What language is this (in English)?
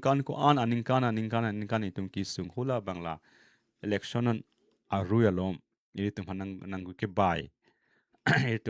Karbi